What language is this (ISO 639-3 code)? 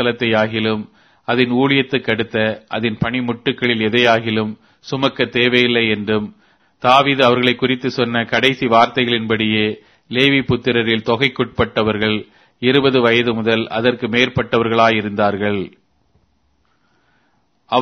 tam